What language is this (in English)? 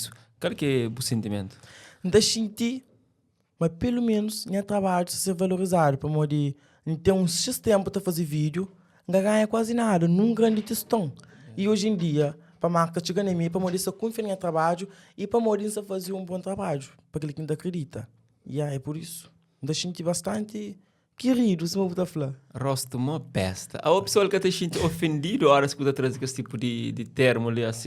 Kabuverdianu